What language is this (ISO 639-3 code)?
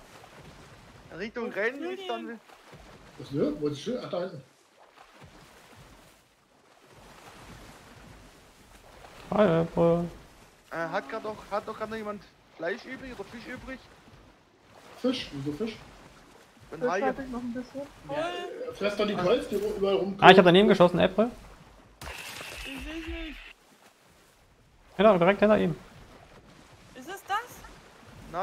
deu